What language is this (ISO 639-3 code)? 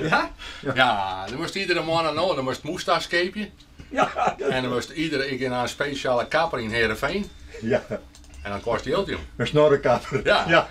fry